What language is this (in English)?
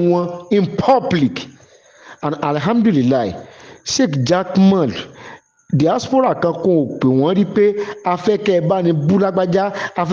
Yoruba